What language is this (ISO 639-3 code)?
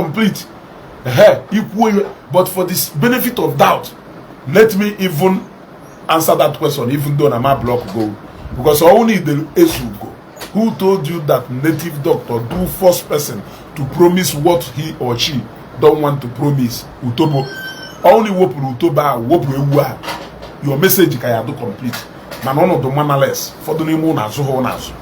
ibo